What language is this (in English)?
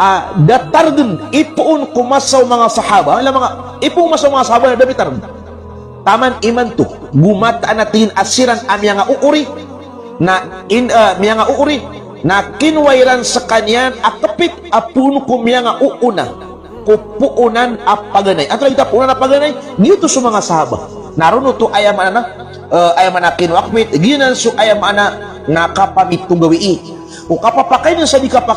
Maranao